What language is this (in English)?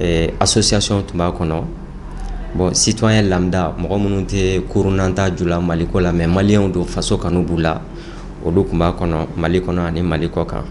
Bambara